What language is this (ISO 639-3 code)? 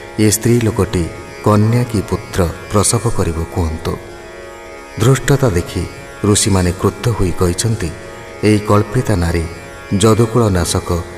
ori